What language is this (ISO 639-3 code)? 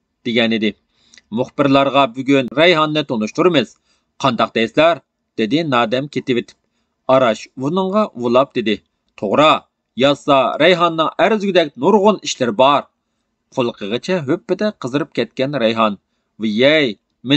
uig